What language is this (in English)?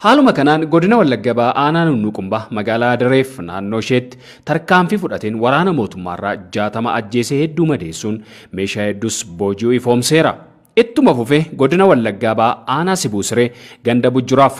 Oromo